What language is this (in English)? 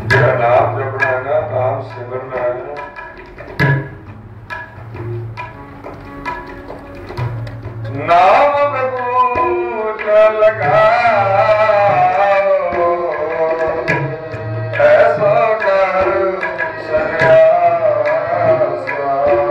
Hindi